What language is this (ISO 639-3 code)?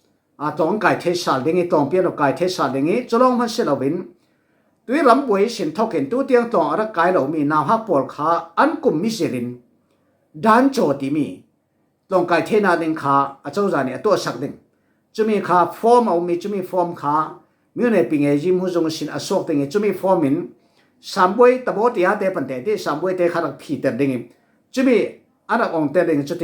cfm